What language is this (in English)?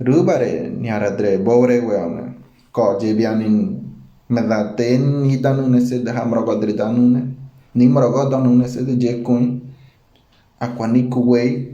Ngäbere